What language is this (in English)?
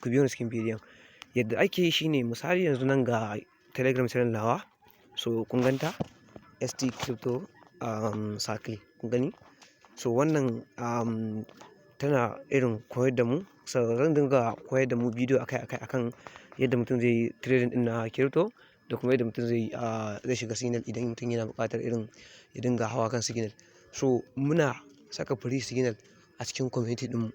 Hausa